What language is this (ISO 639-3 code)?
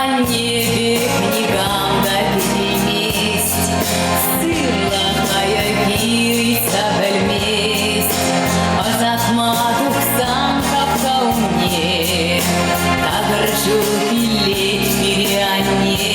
chv